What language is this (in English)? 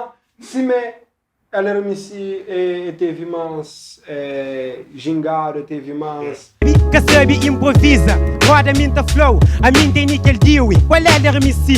Kabuverdianu